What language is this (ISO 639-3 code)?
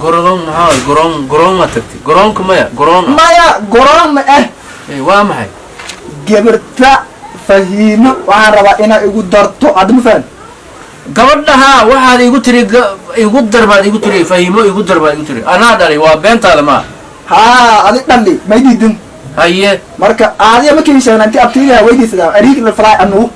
som